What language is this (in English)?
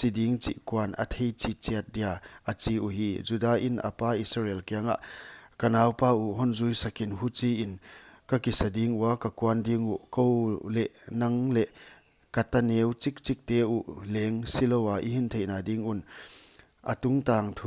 Paite Chin